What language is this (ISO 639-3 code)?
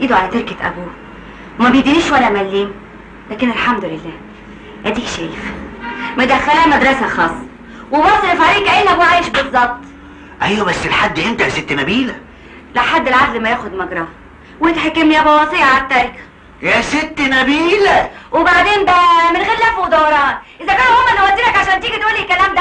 arz